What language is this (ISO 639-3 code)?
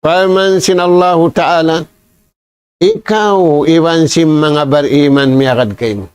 tsg